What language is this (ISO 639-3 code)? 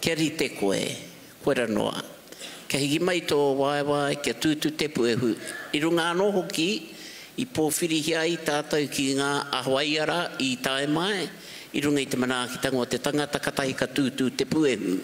mri